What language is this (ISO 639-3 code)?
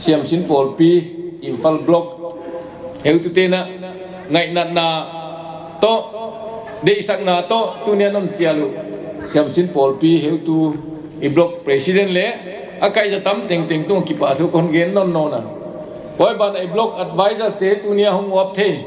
pck